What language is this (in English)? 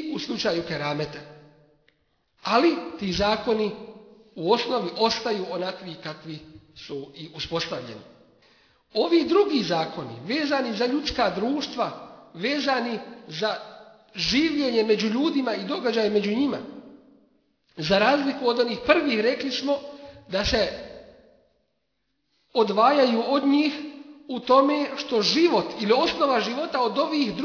Bosnian